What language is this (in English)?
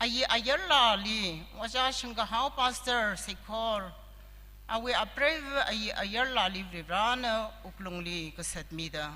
Tangkhul Naga (India)